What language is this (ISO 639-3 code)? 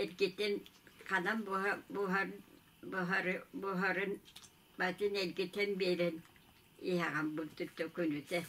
sah